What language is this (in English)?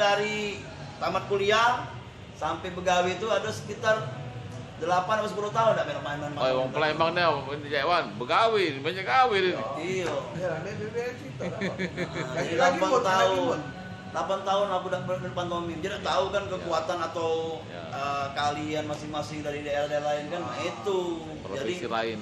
Musi